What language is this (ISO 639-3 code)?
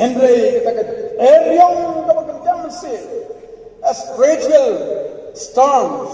kha